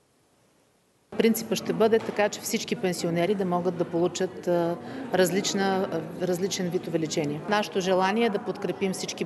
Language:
Bulgarian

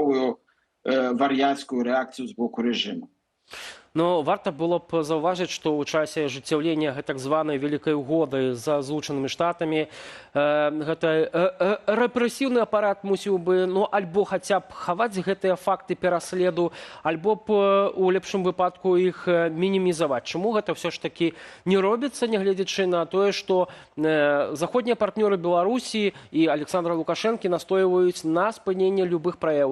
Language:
Belarusian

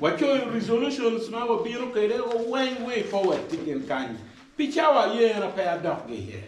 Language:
Acoli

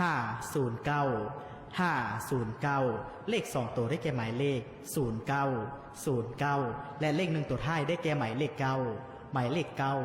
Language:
Lao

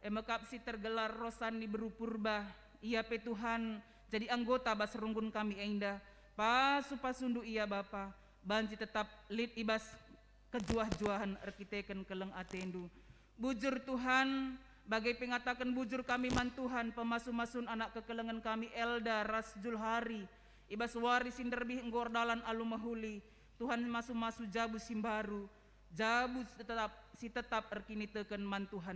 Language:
Batak Karo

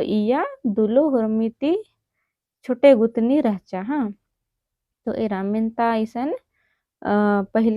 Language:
Kurukh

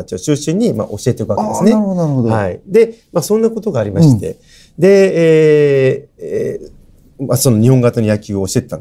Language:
Japanese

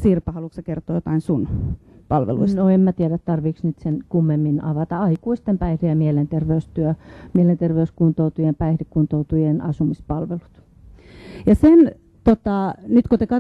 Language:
Finnish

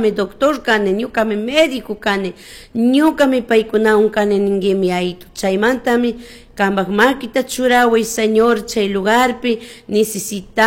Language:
Chimborazo Highland Quichua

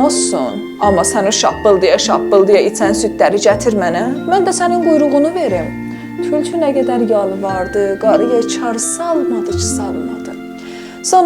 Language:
South Azerbaijani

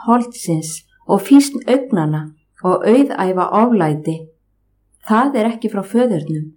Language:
Icelandic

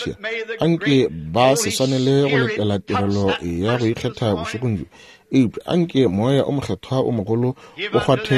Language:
Northern Sotho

